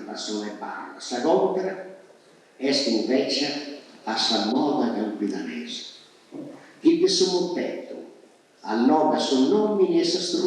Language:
Sardinian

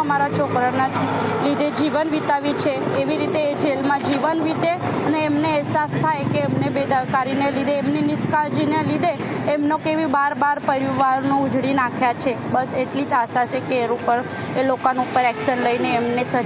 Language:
Gujarati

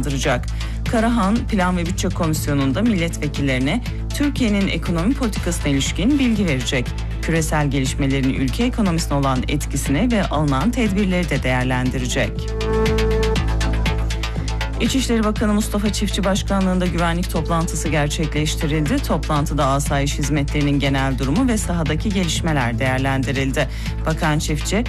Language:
Turkish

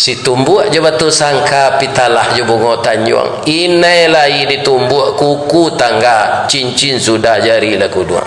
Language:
Minangkabau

